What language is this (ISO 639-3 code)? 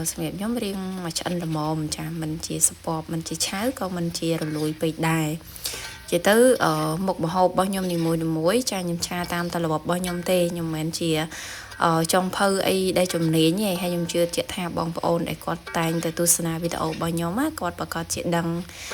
khm